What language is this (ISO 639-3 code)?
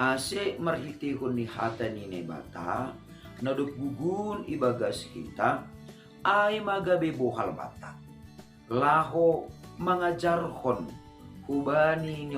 bts